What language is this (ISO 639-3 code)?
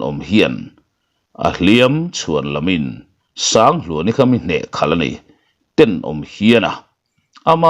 lus